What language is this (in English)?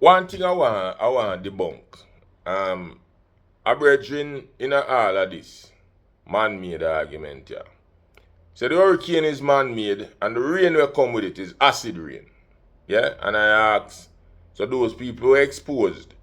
Jamaican Creole English